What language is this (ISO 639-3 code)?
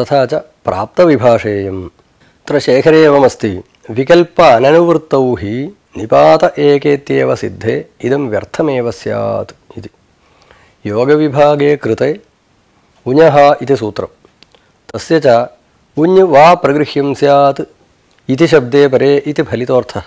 san